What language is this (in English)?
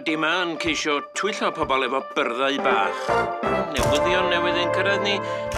Welsh